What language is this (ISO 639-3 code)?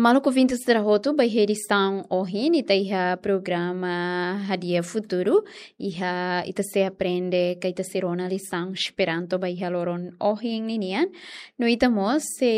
tet